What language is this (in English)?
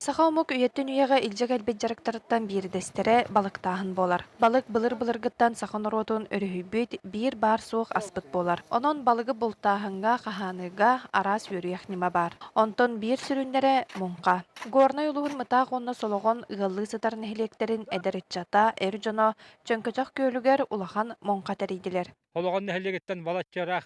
Yakut